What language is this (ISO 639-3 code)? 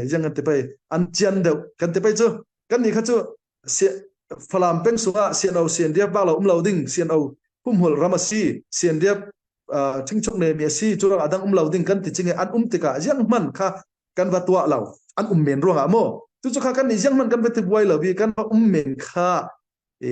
cfm